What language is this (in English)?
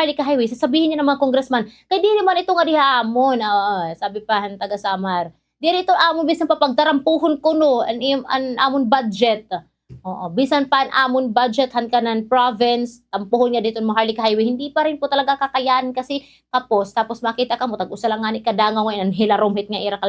Waray